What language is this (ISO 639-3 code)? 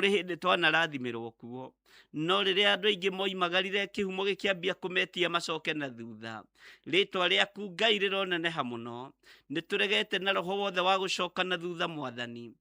kik